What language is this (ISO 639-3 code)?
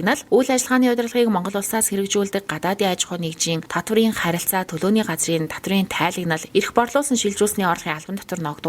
mon